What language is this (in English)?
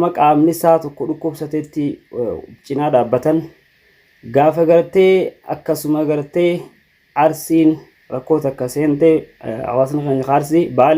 Oromo